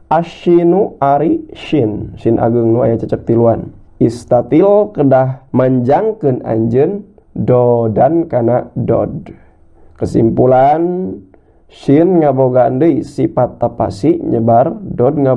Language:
Sundanese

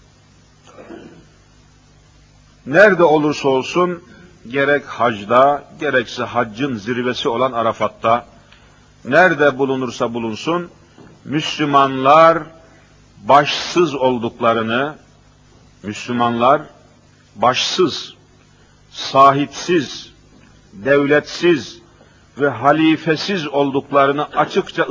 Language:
Turkish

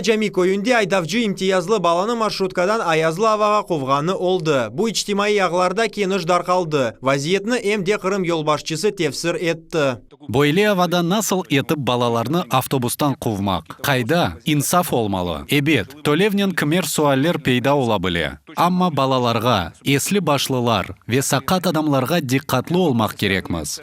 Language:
Crimean Tatar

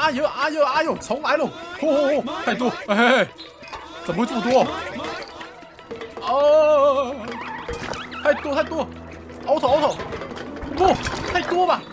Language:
Chinese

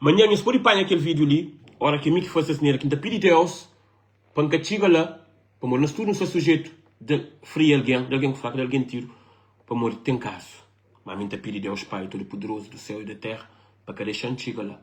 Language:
Kabuverdianu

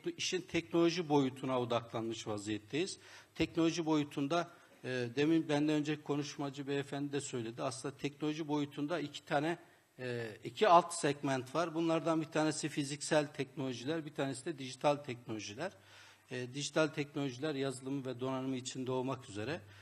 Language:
Turkish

